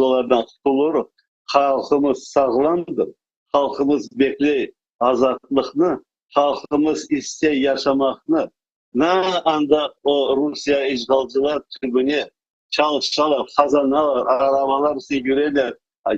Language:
Crimean Tatar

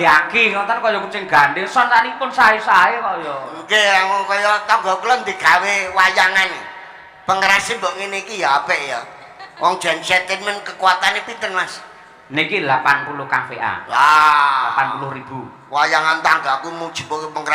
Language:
Javanese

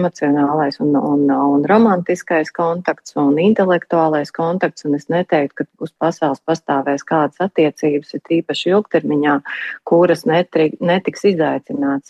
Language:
Latvian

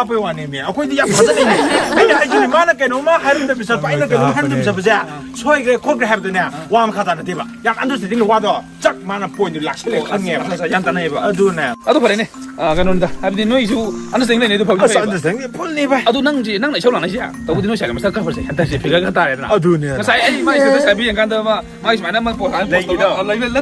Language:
Manipuri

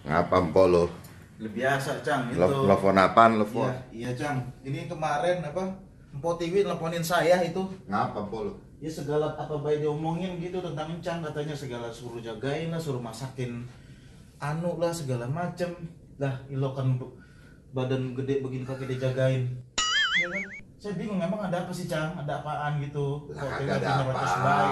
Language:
Betawi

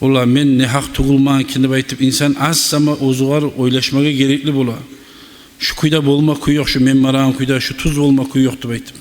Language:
Kumyk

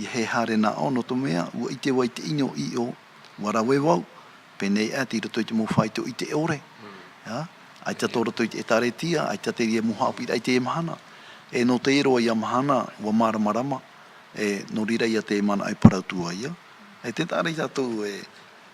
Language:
Tahitian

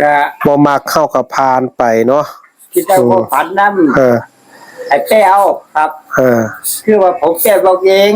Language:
Northeastern Thai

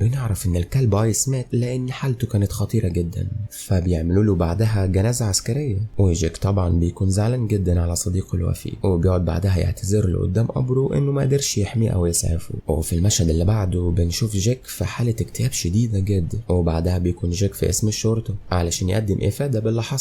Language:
Egyptian Arabic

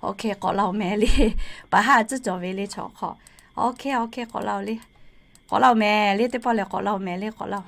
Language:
Lahu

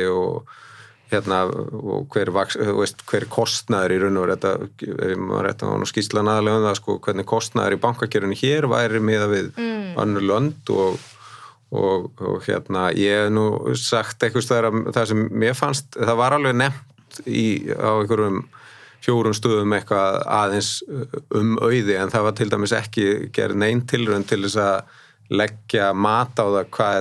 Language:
Icelandic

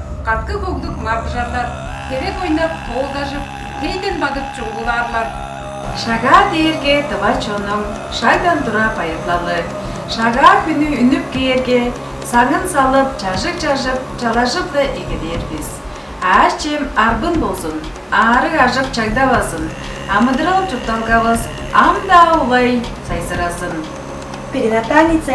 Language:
Tuvinian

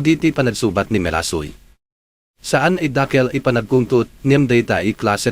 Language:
Iloko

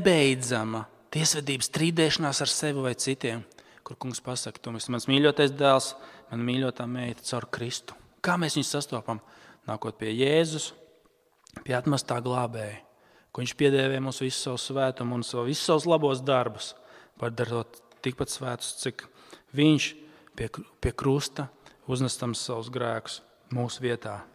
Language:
Latvian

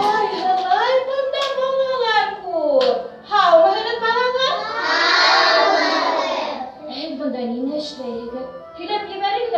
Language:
Bashkir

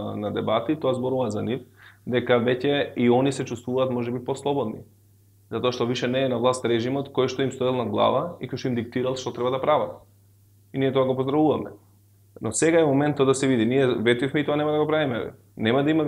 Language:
Macedonian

